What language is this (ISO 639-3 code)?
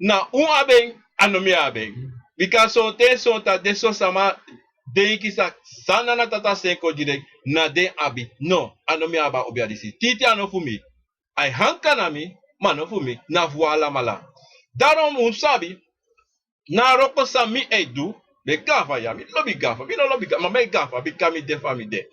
srn